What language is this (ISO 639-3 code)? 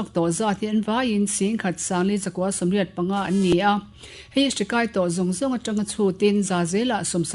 lus